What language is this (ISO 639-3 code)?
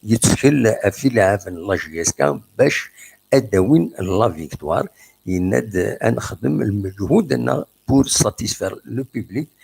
kab